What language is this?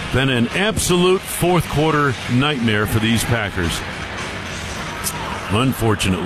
English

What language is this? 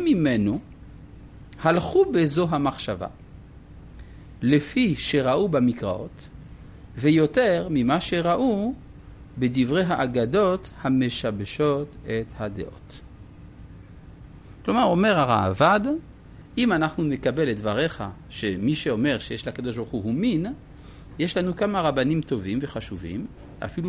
Hebrew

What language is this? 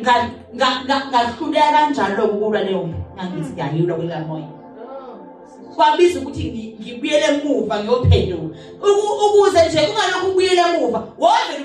Zulu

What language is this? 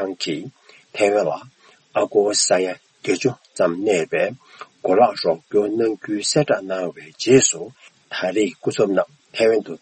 Tibetan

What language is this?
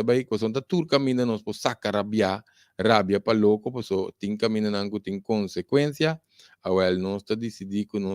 Papiamento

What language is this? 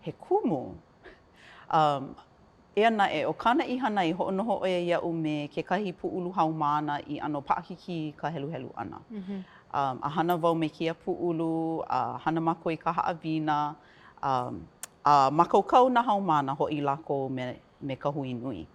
Hawaiian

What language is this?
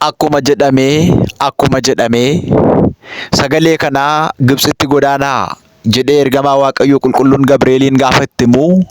Oromo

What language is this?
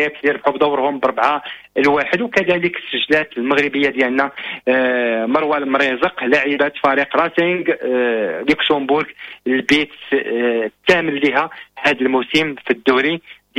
Moroccan Arabic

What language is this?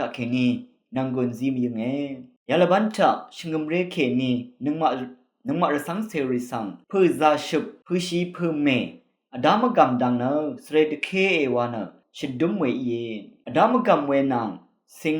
Rawang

